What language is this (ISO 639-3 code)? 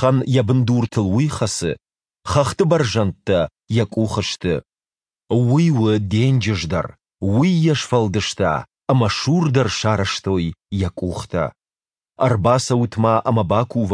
oss